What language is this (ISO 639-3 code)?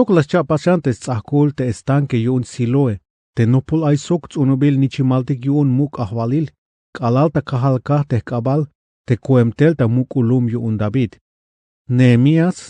tzh